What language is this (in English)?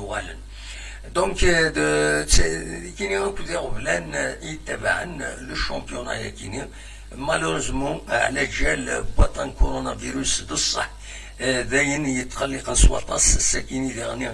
Kabyle